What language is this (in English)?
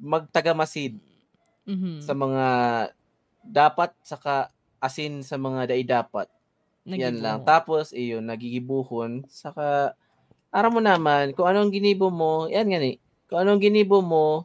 Bikol